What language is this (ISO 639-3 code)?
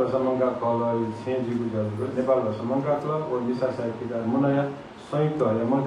new